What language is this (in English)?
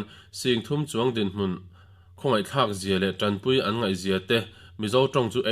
Mizo